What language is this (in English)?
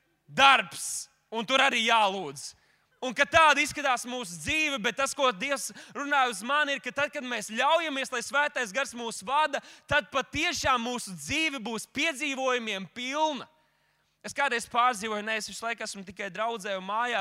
Latvian